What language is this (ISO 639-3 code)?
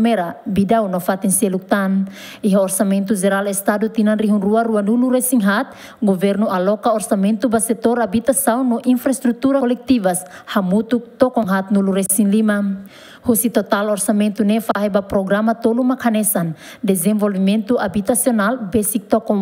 tet